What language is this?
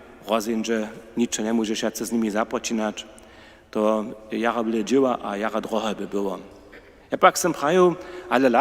Upper Sorbian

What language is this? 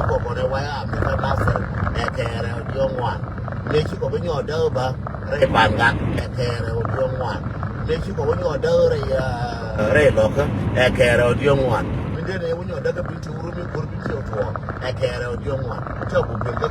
Nuer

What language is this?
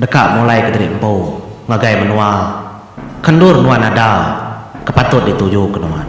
Iban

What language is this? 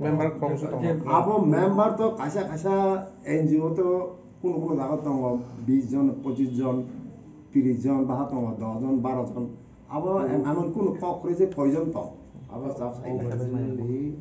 Kok Borok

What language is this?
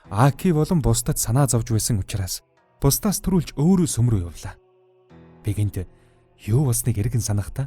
Mongolian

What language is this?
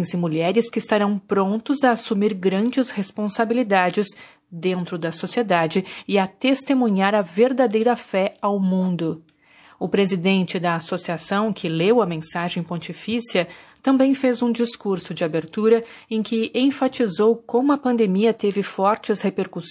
Portuguese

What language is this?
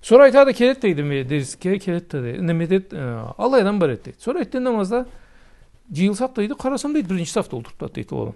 Karachay-Balkar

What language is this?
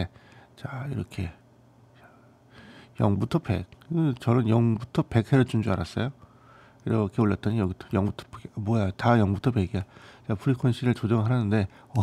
Korean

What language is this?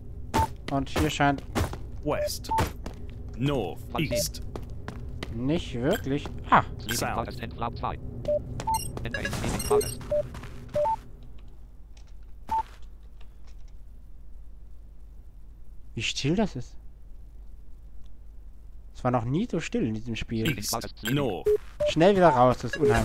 German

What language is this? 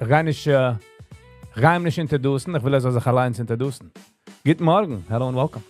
Yiddish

